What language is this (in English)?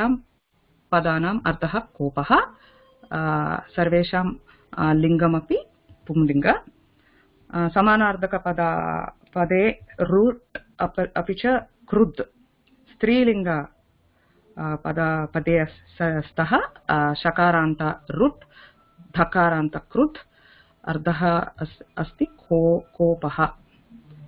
Sanskrit